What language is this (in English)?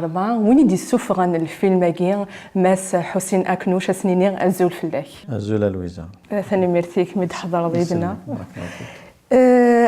Kabyle